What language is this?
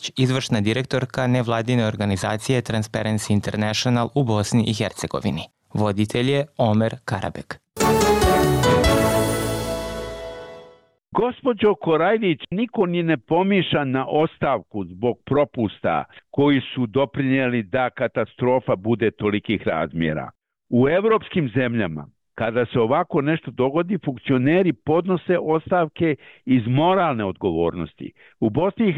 Bosnian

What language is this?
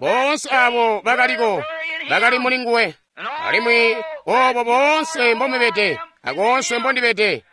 Tonga (Zambia)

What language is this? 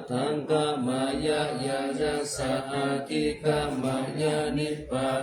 Pali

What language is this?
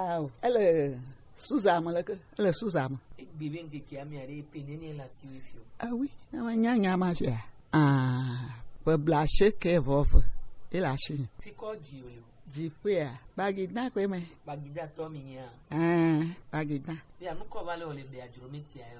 Gen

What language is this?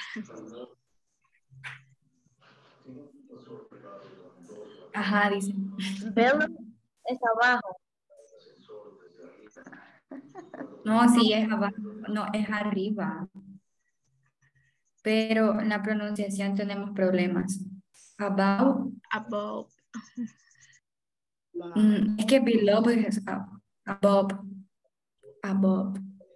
Spanish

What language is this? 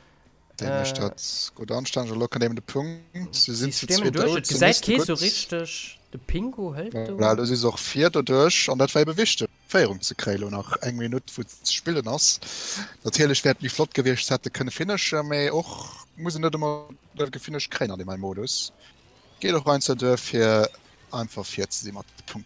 Luxembourgish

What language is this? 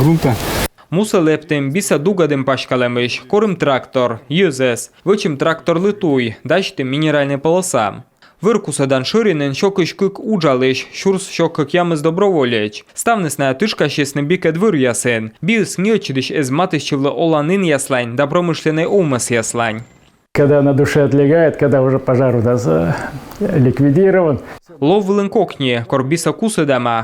Komi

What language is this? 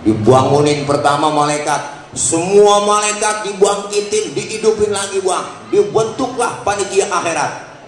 Betawi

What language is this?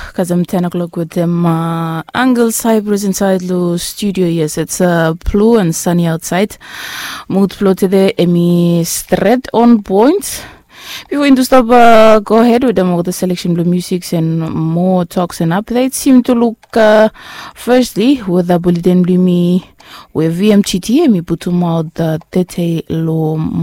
Bislama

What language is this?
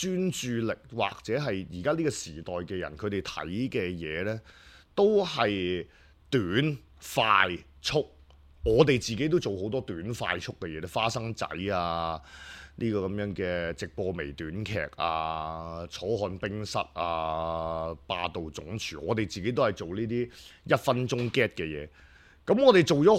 Cantonese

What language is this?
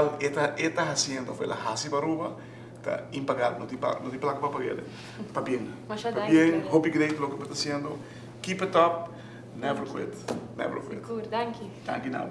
Papiamento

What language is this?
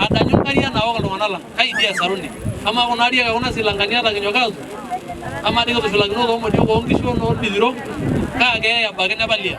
Masai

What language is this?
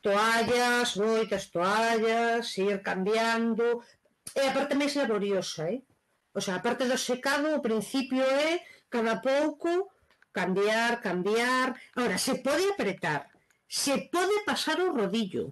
Galician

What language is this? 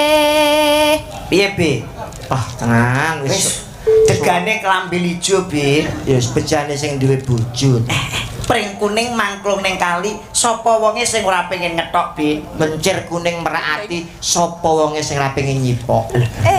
Javanese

